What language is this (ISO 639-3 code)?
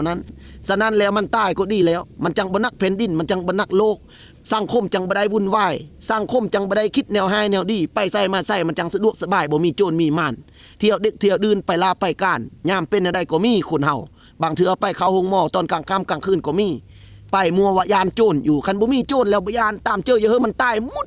lao